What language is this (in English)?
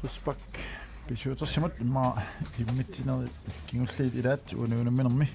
Kalaallisut